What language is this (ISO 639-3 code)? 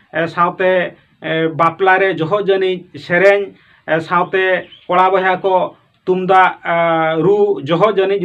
sat